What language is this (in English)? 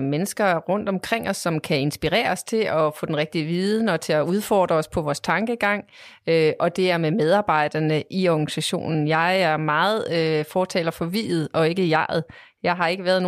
Danish